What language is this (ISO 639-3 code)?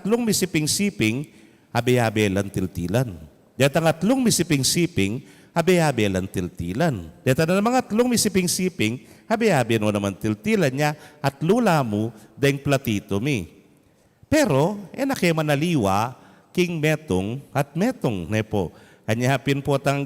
pam